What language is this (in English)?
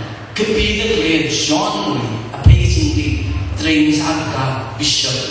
Tangkhul Naga (India)